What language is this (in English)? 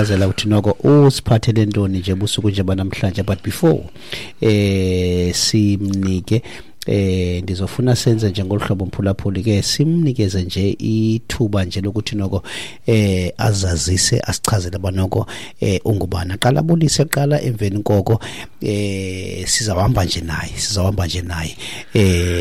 Xhosa